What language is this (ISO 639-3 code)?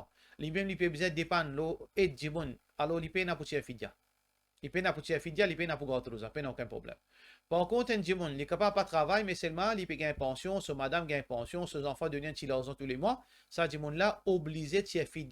mfe